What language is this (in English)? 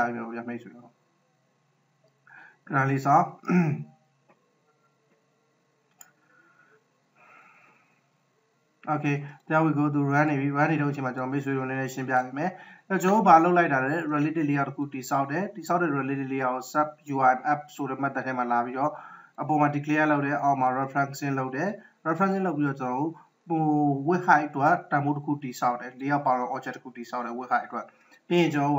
Burmese